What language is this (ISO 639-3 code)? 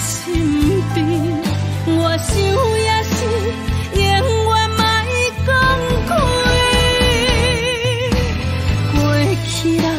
nan